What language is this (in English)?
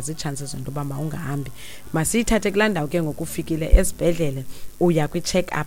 Xhosa